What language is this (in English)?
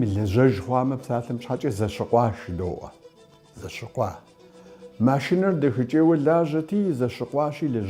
Kabardian